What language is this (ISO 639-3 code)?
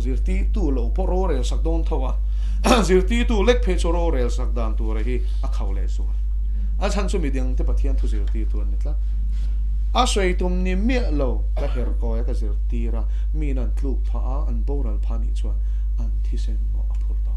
lus